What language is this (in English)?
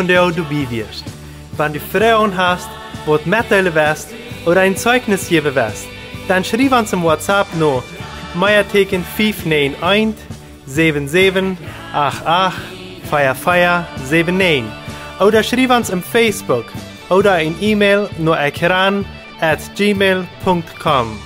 Plautdietsch